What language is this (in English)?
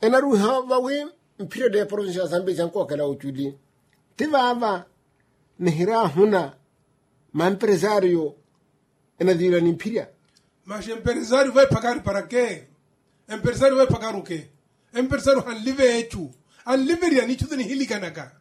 Makhuwa